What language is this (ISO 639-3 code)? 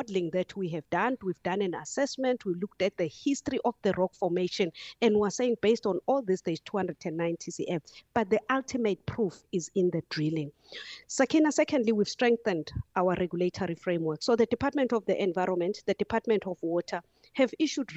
eng